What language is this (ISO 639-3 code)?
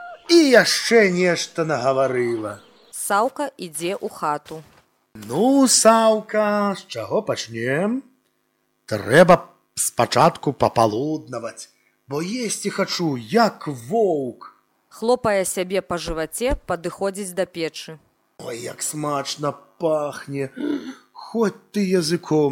bel